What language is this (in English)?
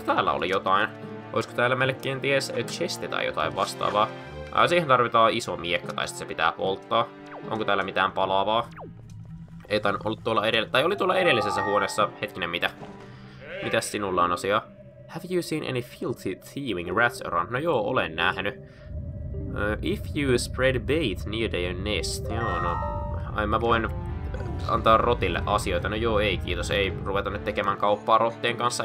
Finnish